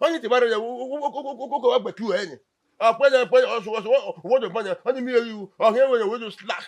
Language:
Bini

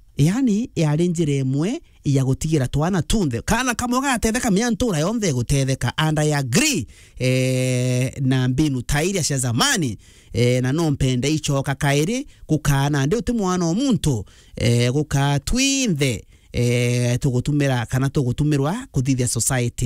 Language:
Meru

